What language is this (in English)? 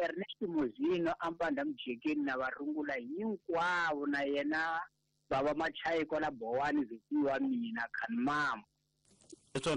Tsonga